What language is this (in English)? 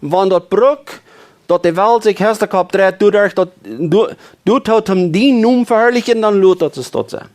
Plautdietsch